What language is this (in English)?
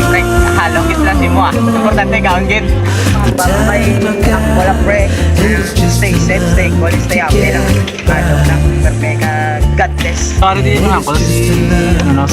Hiligaynon